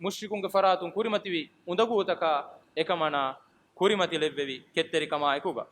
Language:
Divehi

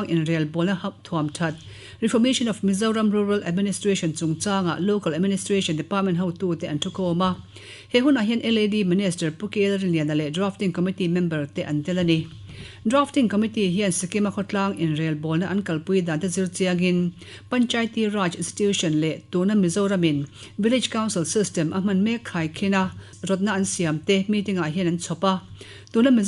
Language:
Mizo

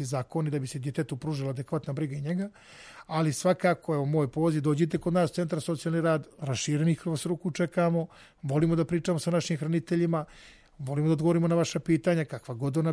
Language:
Serbian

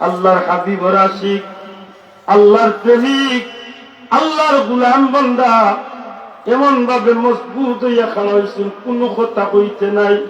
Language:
Sylheti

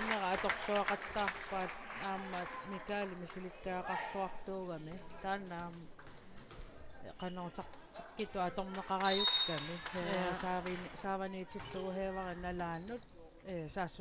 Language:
Kalaallisut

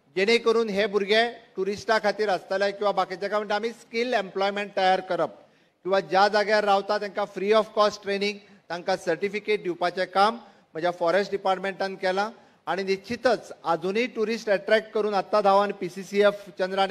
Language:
Konkani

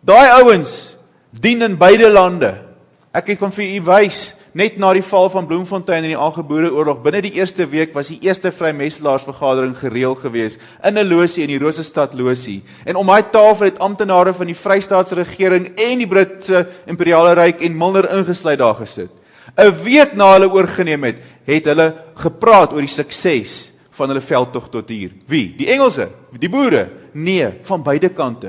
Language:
Afrikaans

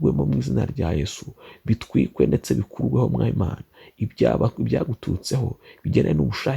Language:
Kinyarwanda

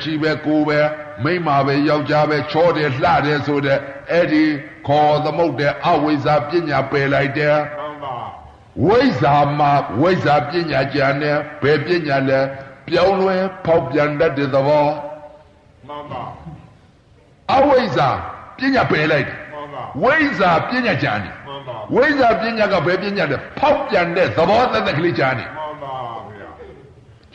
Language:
Burmese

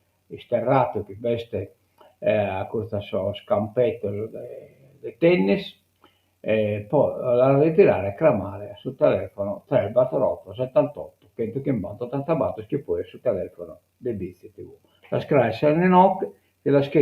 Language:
Sardinian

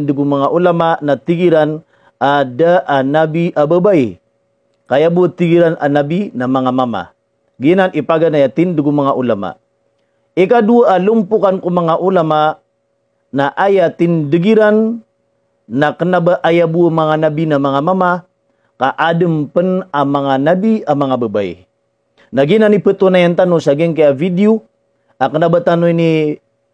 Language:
Maranao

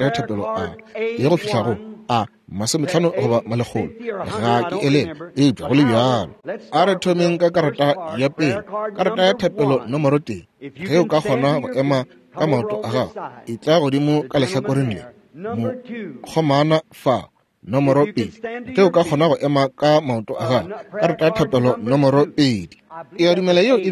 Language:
Northern Sotho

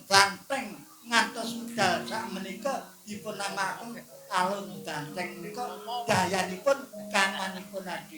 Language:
Javanese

